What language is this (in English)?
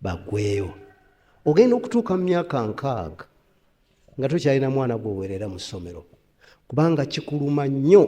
Ganda